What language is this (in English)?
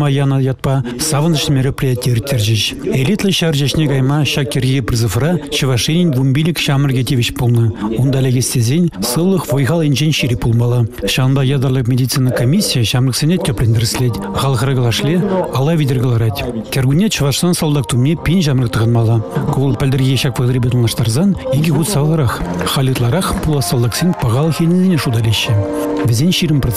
Chuvash